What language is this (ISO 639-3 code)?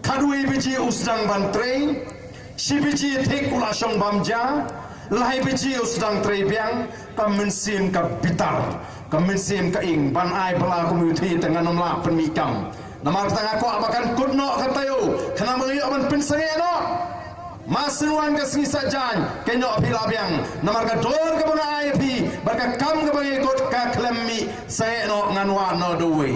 kha